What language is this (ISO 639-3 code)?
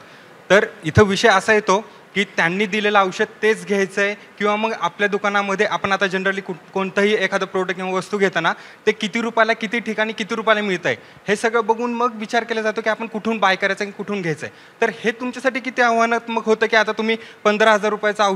mar